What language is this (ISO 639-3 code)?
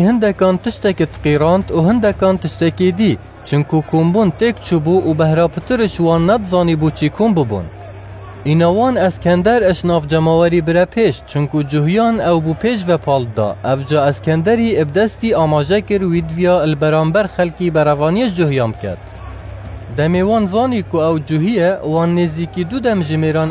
kur